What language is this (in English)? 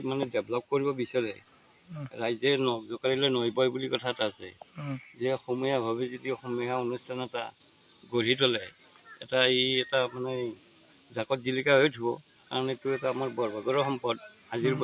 Assamese